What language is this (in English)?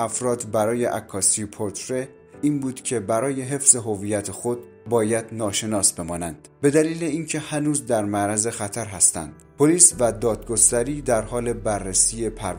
Persian